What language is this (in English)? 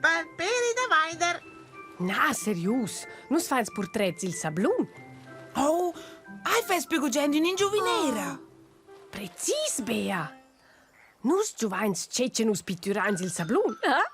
Romansh